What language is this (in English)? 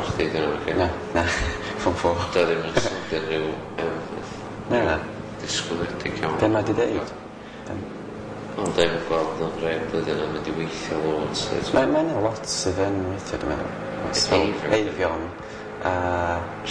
Welsh